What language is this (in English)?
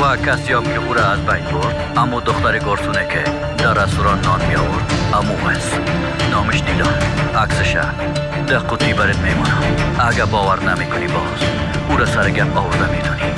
Tajik